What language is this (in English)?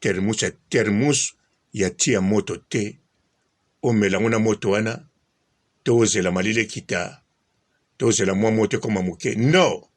Lingala